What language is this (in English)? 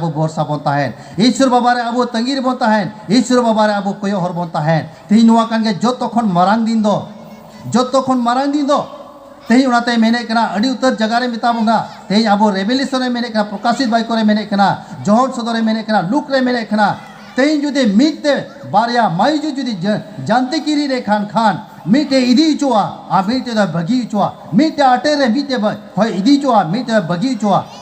Santali